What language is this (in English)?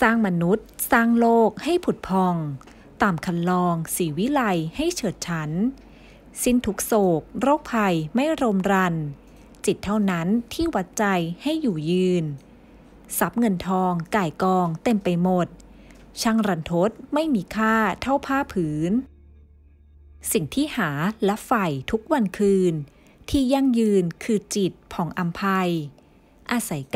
Thai